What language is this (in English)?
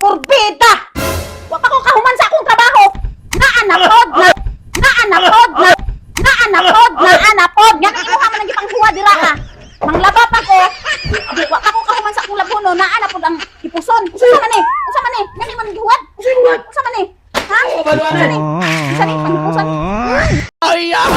Cebuano